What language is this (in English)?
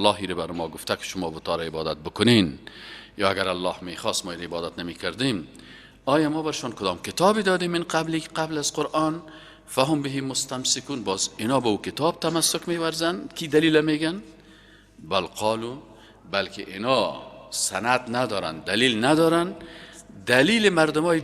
Persian